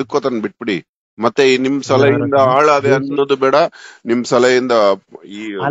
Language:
Kannada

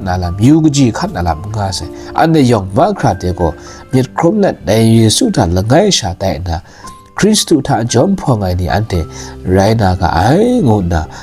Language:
Kachin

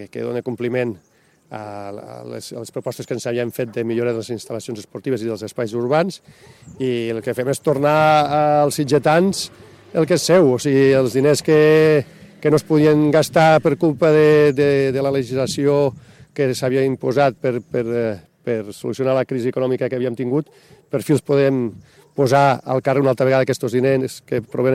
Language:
Catalan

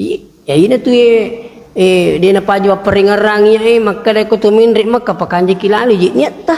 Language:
Buginese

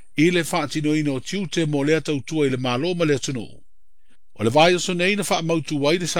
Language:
Samoan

